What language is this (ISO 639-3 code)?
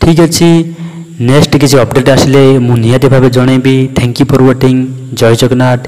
ori